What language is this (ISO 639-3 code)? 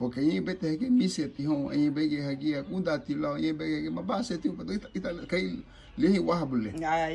cab